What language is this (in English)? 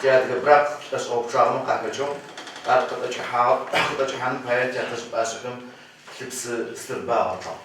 Adyghe